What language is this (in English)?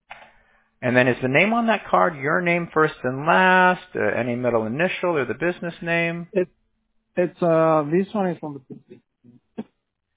English